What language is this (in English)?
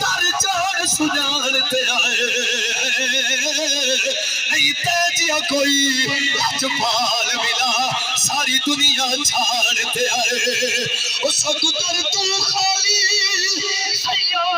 Saraiki